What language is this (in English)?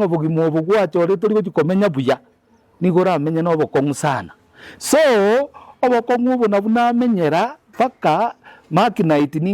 Gusii